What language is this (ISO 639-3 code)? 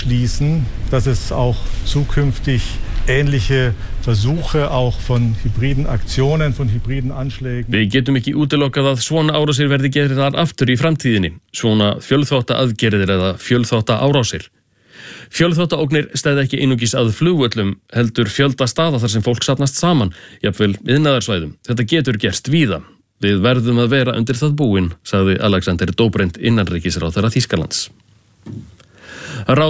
isl